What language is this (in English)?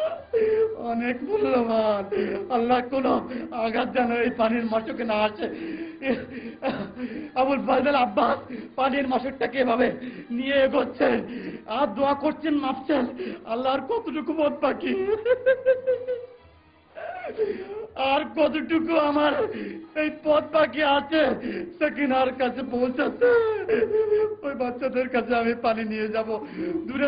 Bangla